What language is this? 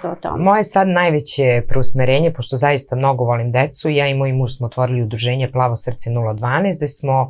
Serbian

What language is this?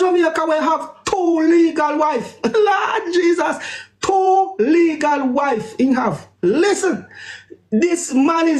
Jamaican Creole English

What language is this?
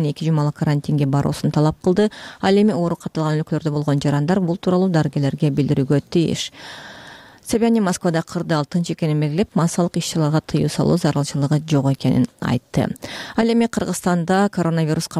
Kyrgyz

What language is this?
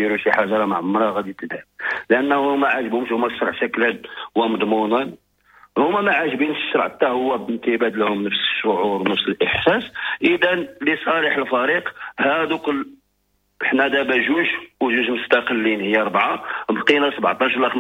Moroccan Arabic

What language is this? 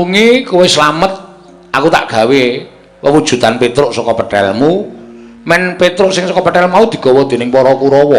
Javanese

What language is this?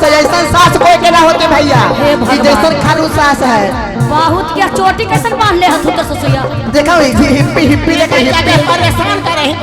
Magahi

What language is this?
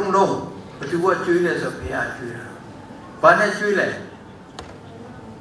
Burmese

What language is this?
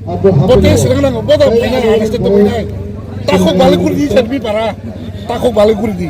Kok Borok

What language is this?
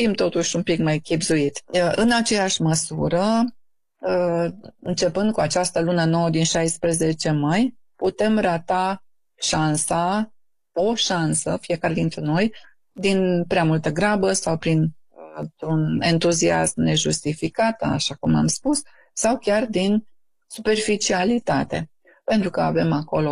Romanian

